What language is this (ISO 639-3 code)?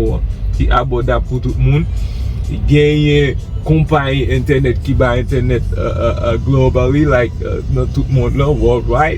hat